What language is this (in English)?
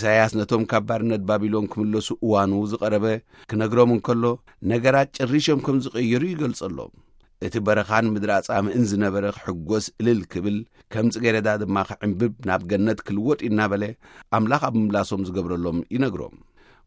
Tigrinya